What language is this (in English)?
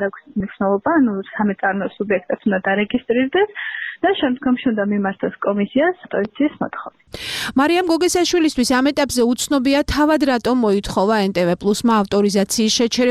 Georgian